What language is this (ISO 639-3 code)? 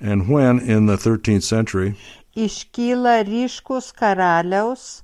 lit